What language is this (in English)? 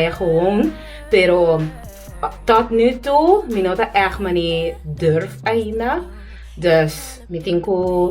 Papiamento